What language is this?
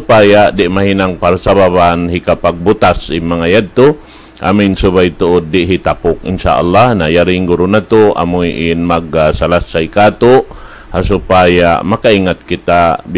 Tausug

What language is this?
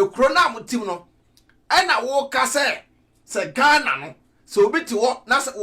Akan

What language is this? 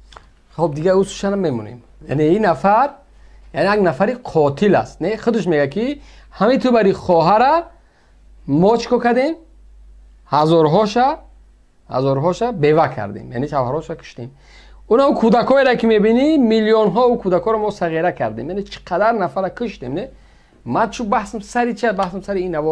Tajik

